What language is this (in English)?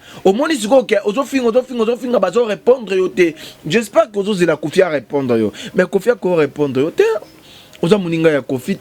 Lingala